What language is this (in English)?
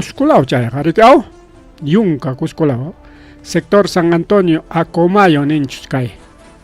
Ayacucho Quechua